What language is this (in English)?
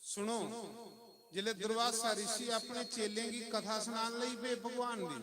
Dogri